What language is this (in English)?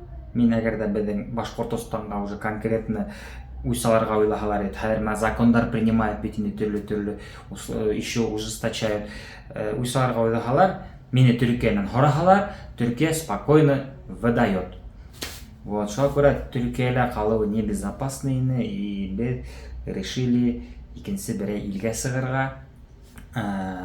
Bashkir